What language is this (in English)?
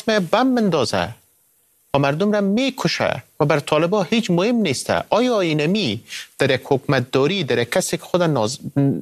Persian